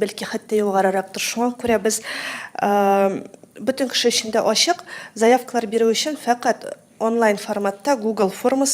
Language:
Tatar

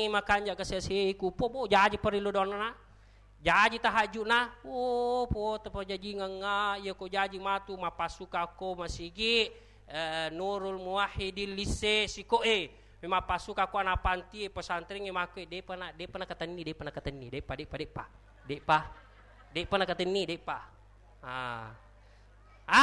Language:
Buginese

